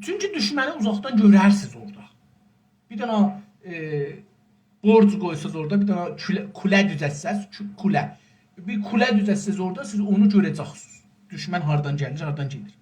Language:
South Azerbaijani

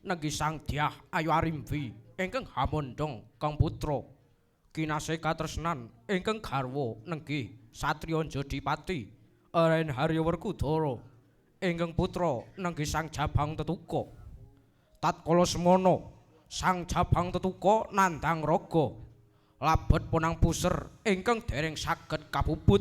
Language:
Javanese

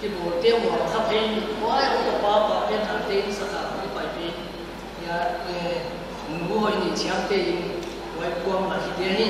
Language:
Paite Chin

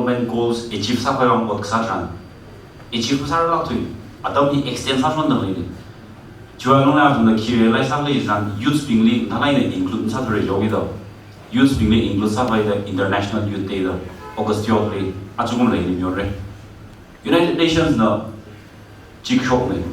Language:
Tangkhul Naga (India)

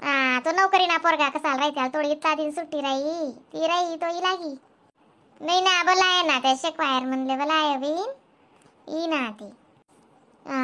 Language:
Khandesi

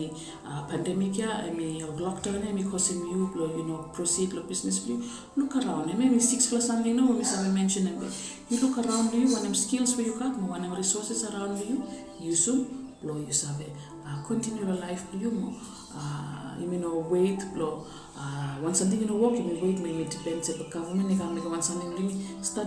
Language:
Bislama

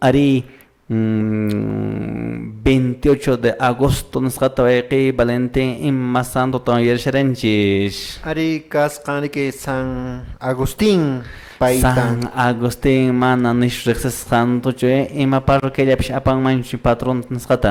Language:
Quechua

